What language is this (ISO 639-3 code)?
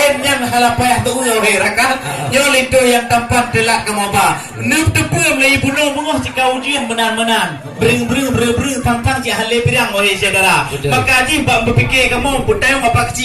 ace